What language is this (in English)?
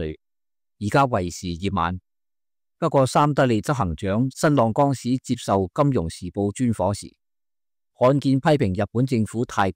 Cantonese